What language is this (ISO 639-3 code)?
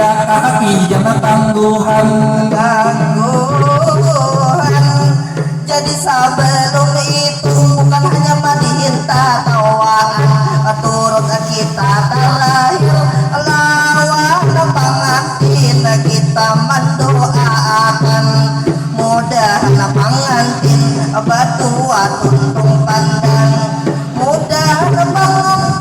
bjn